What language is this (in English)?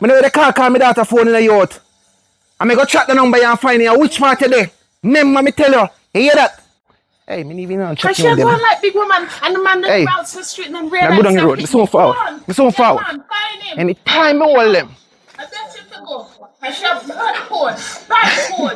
Jamaican Creole English